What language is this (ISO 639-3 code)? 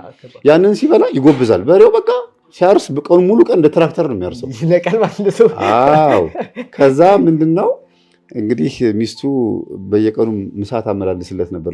amh